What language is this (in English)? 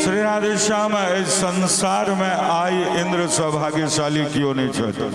Maithili